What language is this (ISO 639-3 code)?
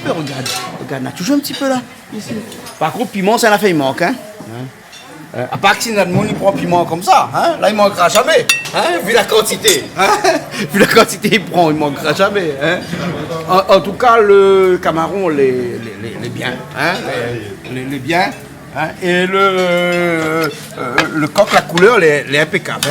rcf